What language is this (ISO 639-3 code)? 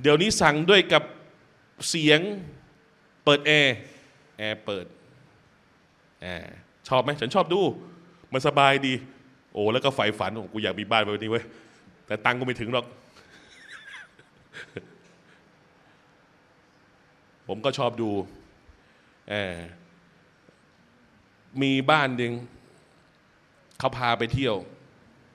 tha